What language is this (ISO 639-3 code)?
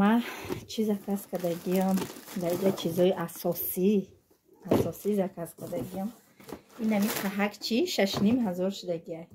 tgk